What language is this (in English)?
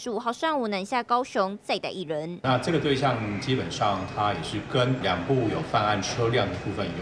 Chinese